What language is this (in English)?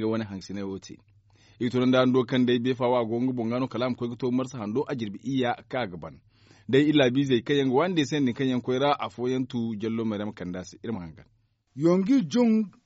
Zarma